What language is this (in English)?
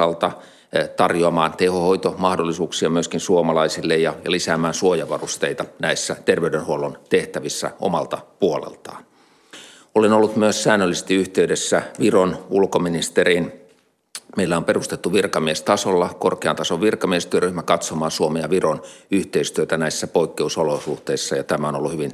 Finnish